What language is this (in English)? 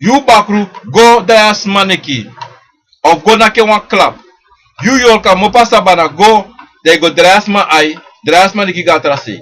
Sranan Tongo